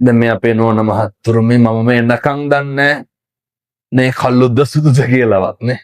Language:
Sinhala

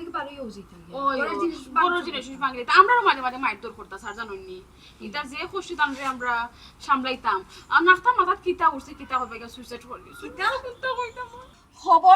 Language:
Sylheti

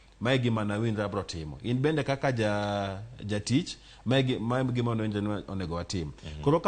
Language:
Luo (Kenya and Tanzania)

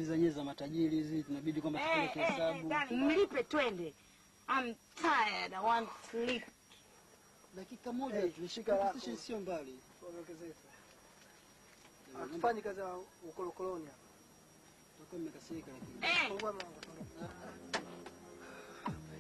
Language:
Swahili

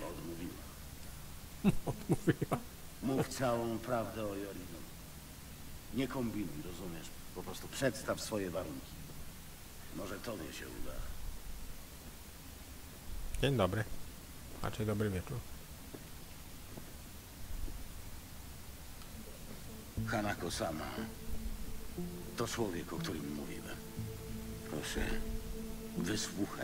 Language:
Polish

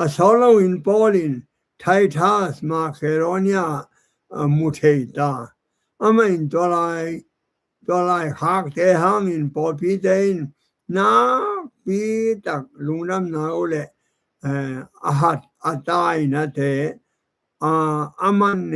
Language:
Tedim Chin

